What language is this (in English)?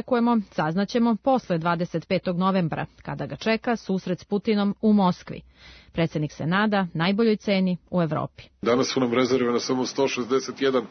Serbian